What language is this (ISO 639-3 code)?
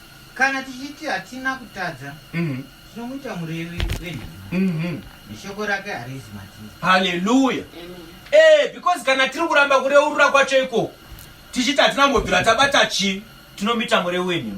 sna